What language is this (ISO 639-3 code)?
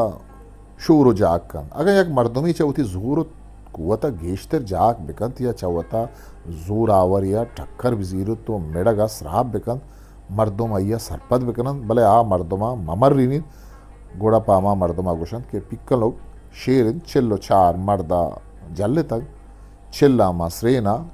bgp